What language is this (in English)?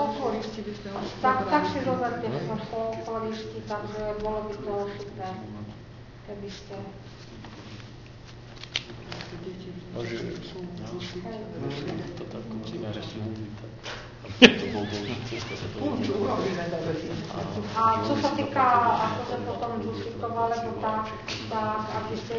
Slovak